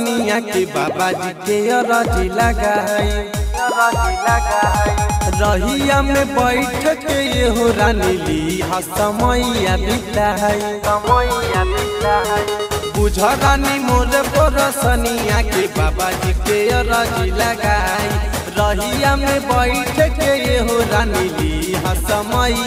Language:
Bhojpuri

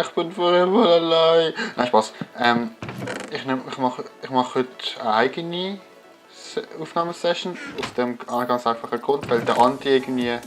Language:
Swiss German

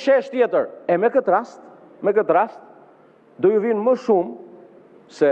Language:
Albanian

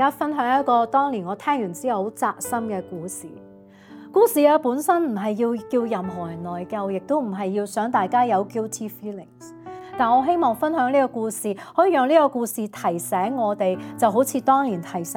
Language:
Cantonese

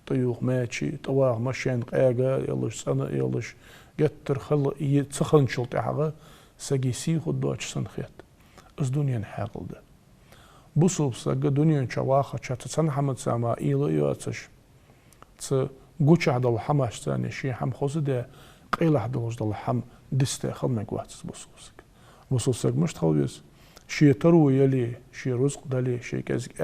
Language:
Ingush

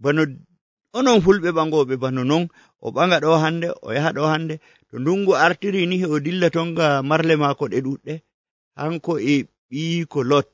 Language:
Nigerian Fulfulde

